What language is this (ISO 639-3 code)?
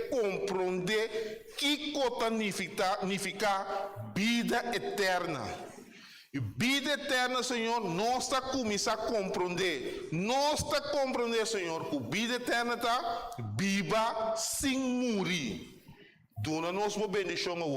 pap